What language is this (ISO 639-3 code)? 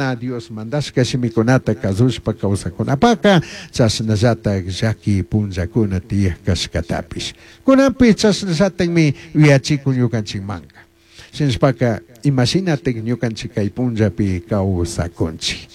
qug